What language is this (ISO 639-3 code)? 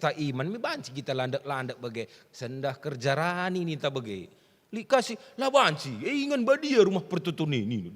btx